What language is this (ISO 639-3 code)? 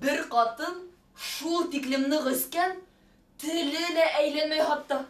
bak